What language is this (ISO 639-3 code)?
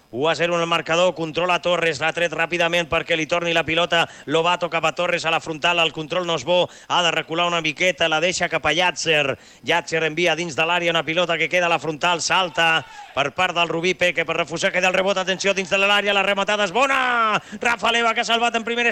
cat